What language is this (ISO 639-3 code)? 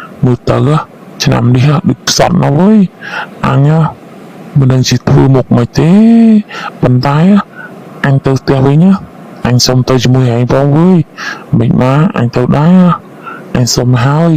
khm